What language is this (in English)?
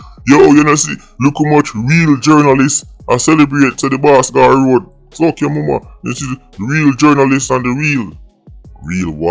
Jamaican Creole English